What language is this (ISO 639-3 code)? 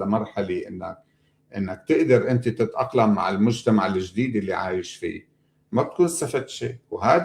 apc